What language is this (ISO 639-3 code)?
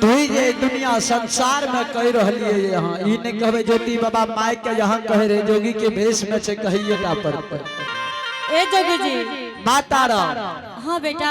anp